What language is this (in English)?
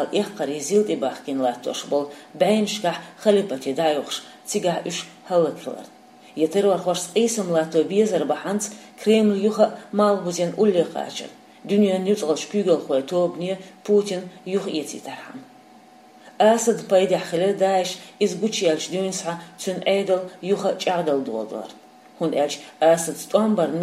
Chechen